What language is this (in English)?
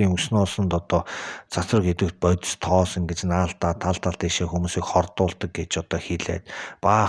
Mongolian